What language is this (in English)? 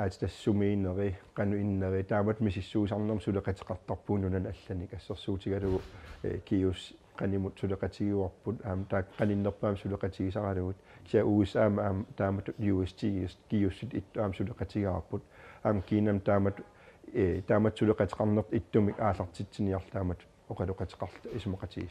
Kalaallisut